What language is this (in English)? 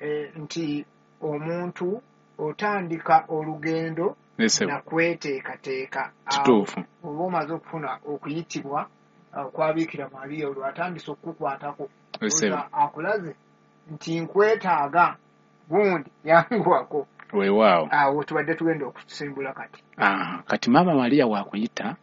Ganda